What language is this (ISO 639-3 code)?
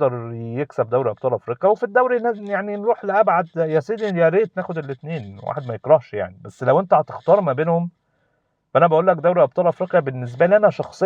arz